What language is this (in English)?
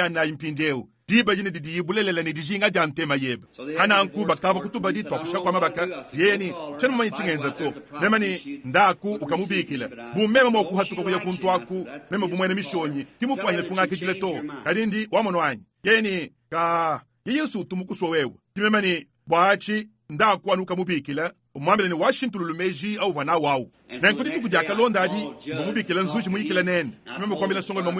Luba-Lulua